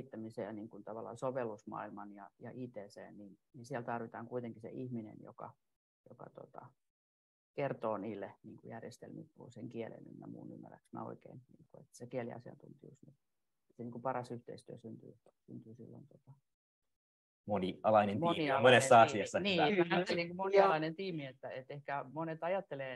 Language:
Finnish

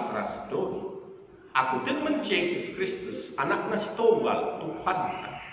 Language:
Batak Karo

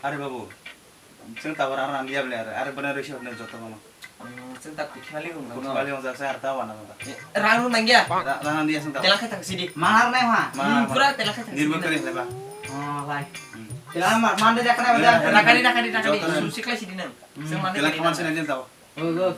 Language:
Kok Borok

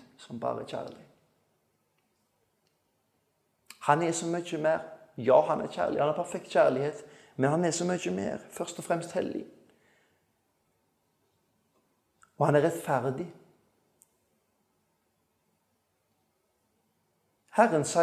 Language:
Norwegian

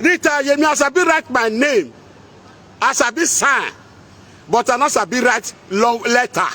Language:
Nigerian Pidgin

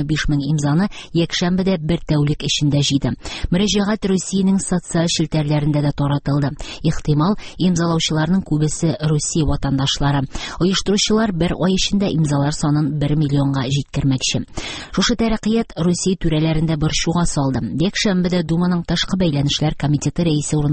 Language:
Tatar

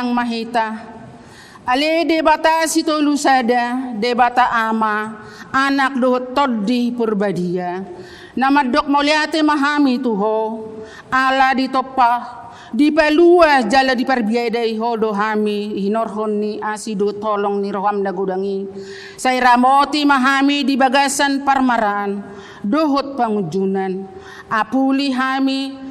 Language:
Batak Toba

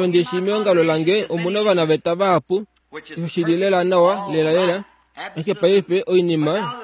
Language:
Kuanyama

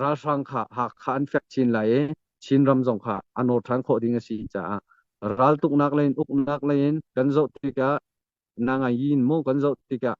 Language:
Hakha Chin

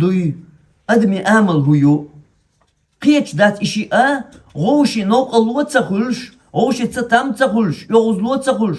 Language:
Chechen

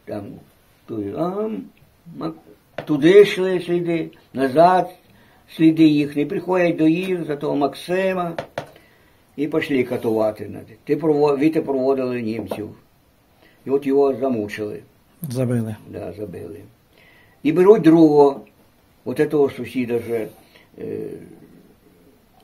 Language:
Ukrainian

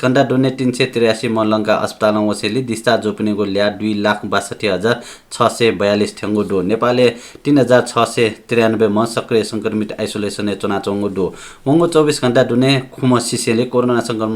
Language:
Newari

